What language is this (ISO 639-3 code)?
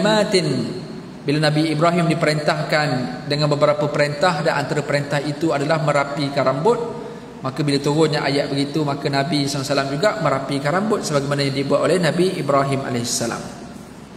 msa